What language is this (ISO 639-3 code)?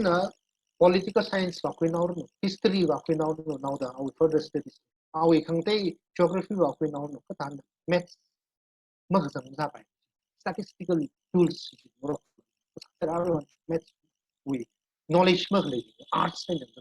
nmf